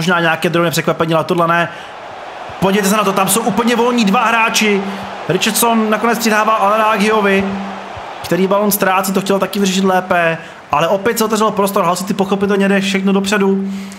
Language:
Czech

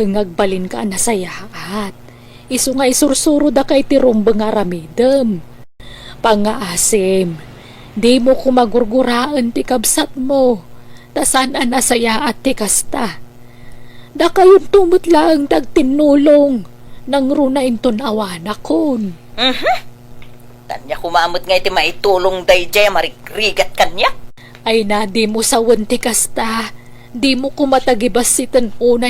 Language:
Iloko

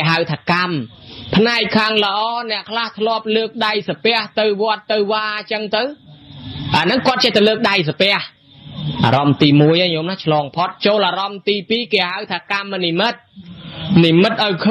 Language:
Khmer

